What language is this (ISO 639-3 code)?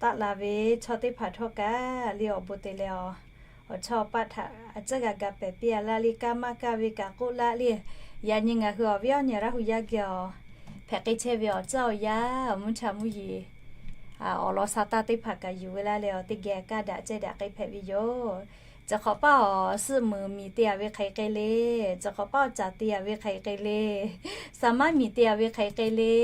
lhu